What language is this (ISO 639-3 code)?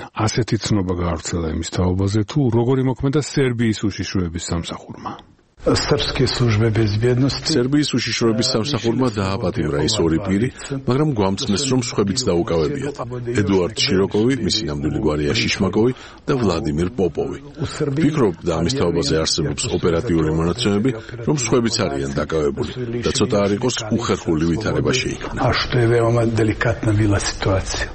kat